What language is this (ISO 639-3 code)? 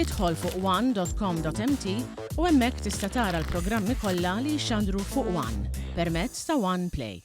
mlt